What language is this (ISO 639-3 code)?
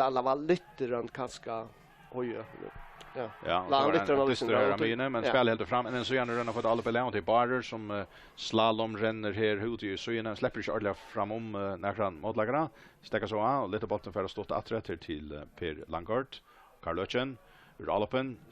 fao